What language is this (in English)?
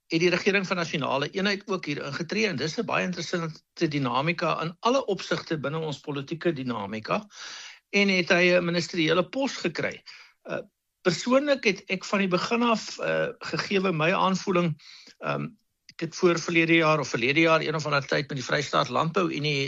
Afrikaans